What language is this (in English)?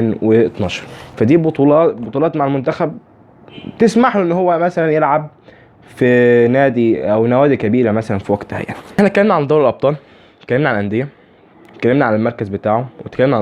Egyptian Arabic